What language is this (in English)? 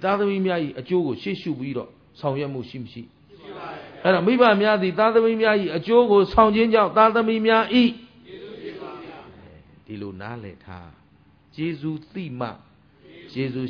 Burmese